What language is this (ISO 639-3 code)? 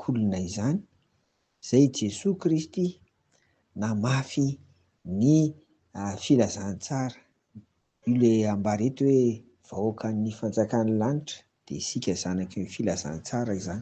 mlg